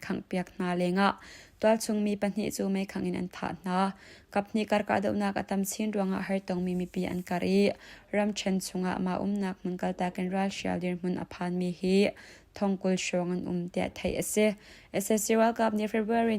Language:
Hakha Chin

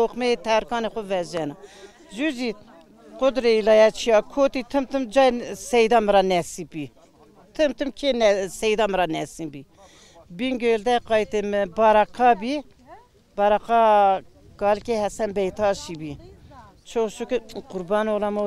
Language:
Zaza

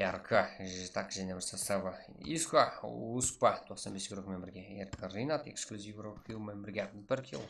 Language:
Kara-Kalpak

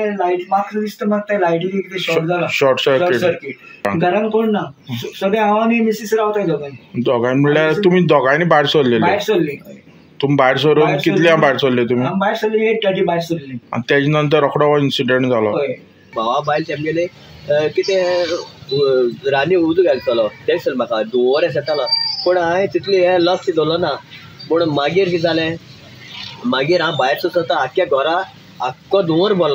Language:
Konkani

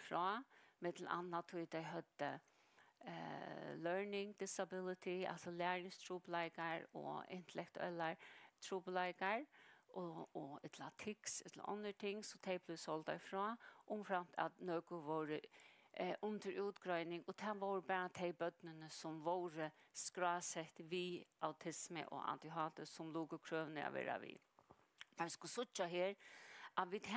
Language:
Faroese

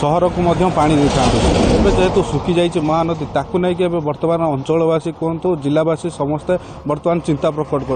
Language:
Odia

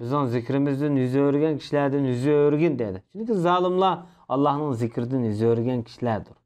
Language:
Uyghur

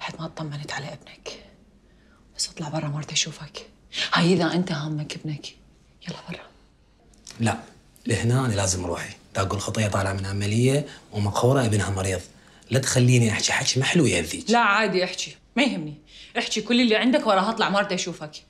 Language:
Mesopotamian Arabic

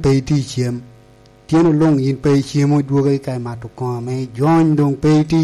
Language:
Lango (Uganda)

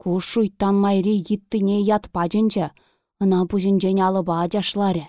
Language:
Chuvash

